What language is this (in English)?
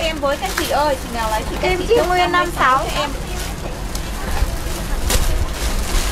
Vietnamese